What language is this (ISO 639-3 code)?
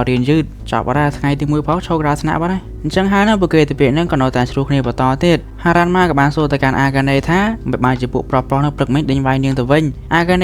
khm